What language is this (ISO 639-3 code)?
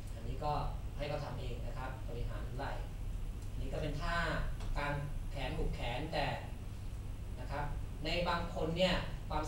tha